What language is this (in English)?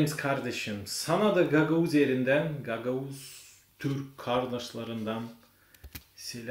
Gagauz